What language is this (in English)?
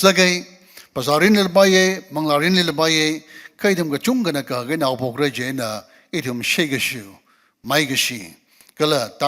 Tangkhul Naga (India)